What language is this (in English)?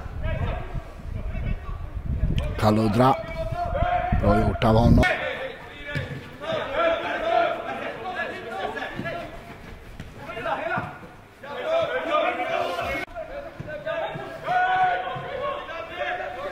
Swedish